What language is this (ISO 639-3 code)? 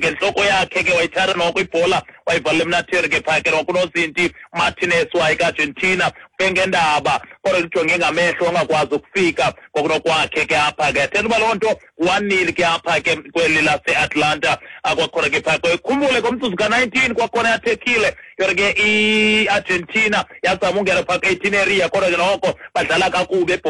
xho